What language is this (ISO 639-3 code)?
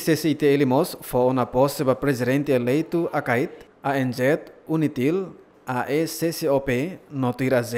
tet